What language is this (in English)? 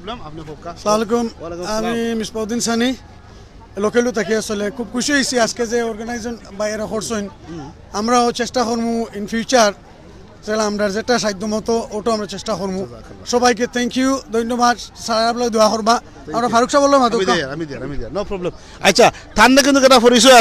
Sylheti